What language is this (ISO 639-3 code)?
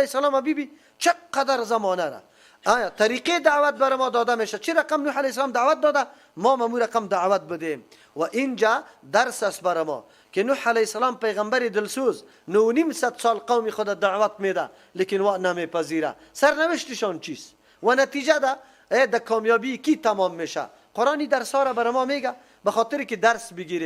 fas